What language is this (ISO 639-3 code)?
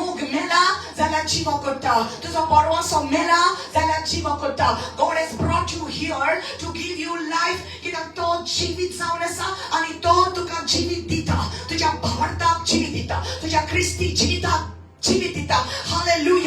kok